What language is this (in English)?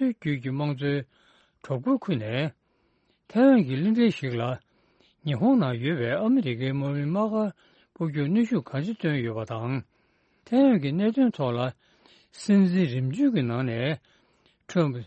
Tibetan